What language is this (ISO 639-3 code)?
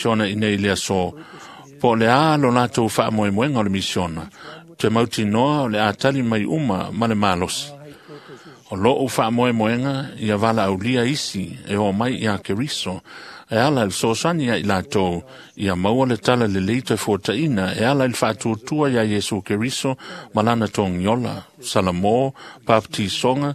smo